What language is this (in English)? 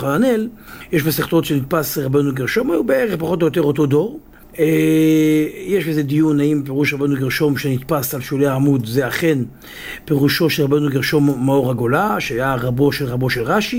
Hebrew